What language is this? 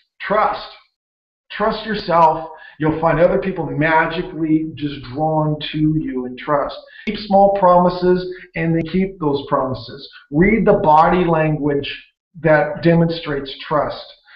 English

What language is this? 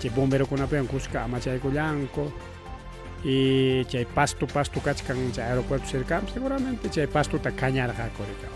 Ayacucho Quechua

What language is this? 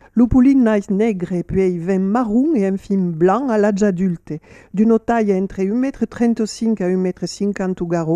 Occitan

